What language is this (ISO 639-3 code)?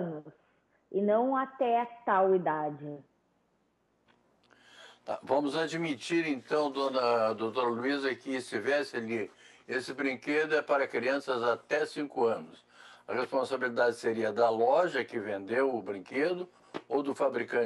por